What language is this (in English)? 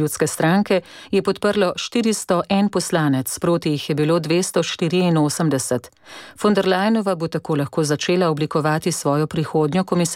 Slovenian